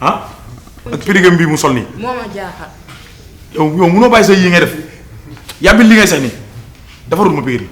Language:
Wolof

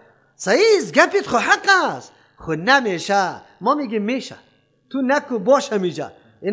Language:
Persian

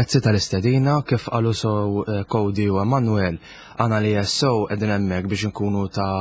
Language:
Maltese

